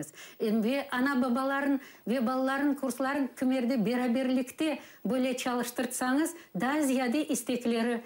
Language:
Crimean Tatar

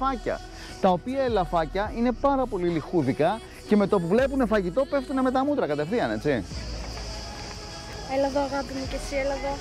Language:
Greek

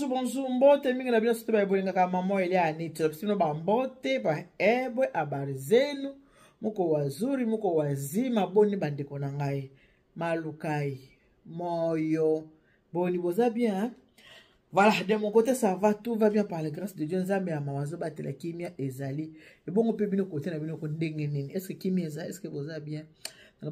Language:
Lingala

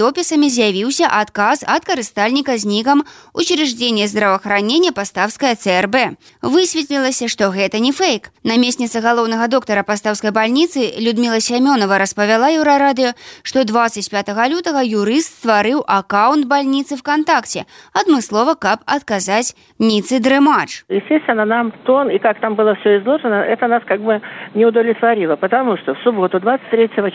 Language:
Belarusian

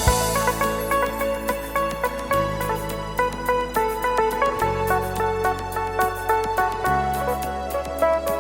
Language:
Batak Karo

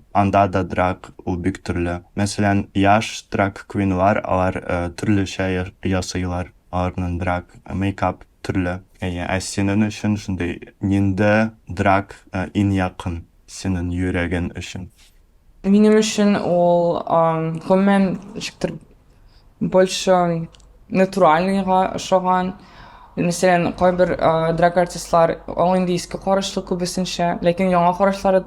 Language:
Tatar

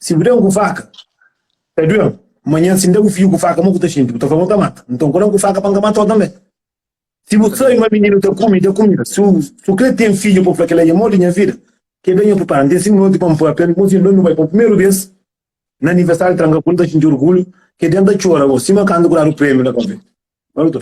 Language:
Kabuverdianu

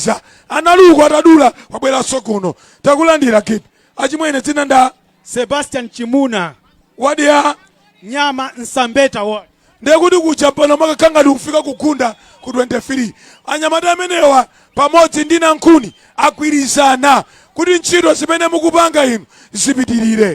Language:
Nyanja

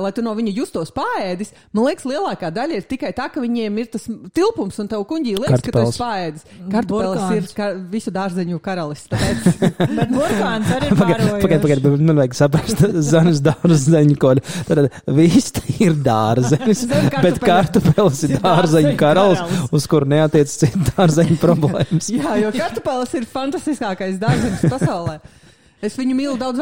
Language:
Latvian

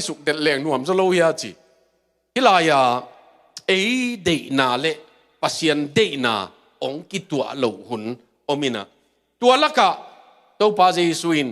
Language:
Tedim Chin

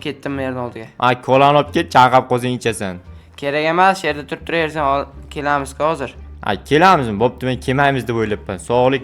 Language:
Uzbek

